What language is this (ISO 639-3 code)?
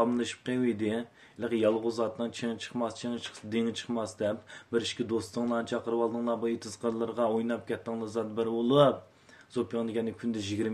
uig